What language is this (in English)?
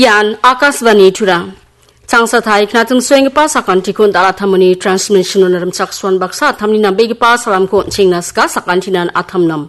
Garo